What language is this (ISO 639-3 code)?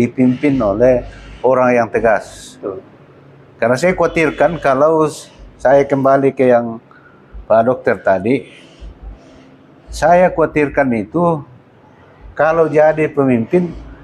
ind